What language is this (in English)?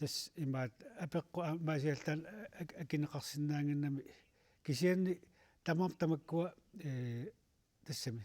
Kalaallisut